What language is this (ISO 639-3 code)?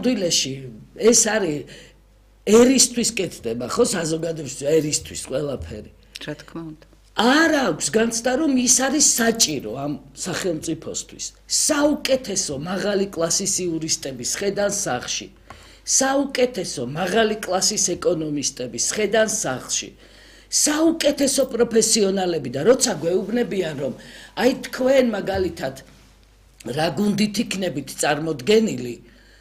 kat